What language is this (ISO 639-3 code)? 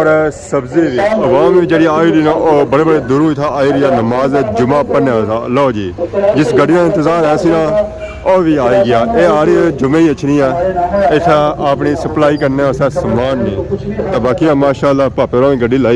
phr